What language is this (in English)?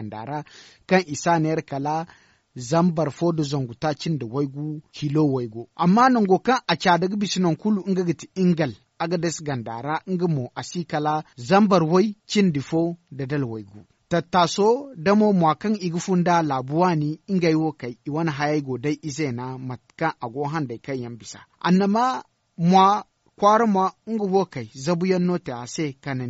Zarma